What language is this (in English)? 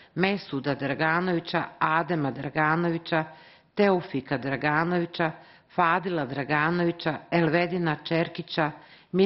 Bosnian